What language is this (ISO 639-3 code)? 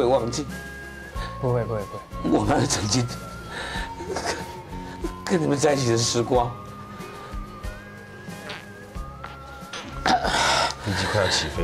zho